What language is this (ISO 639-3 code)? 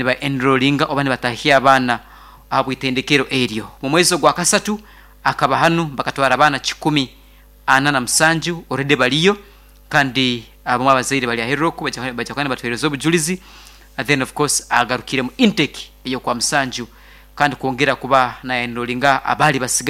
nyn